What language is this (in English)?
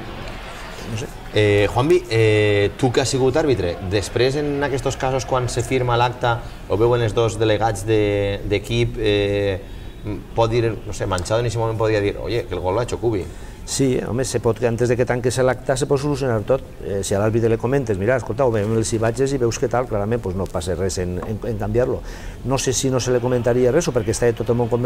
Catalan